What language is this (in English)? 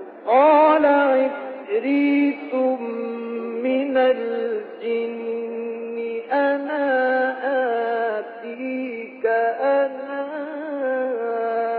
Arabic